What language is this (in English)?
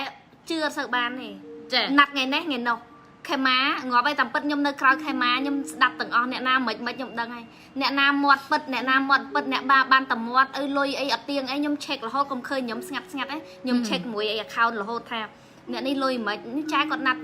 Khmer